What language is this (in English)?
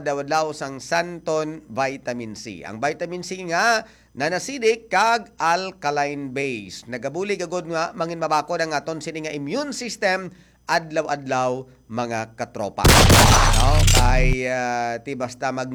Hiligaynon